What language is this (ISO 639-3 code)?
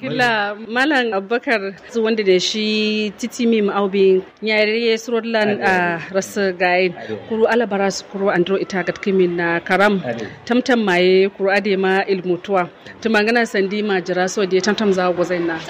kau